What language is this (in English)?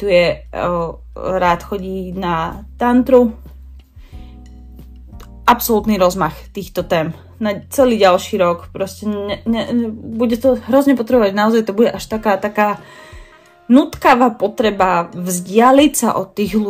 Slovak